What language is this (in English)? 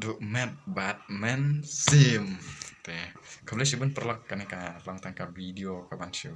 Khasi